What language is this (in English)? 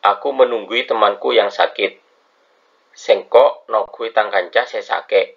Madurese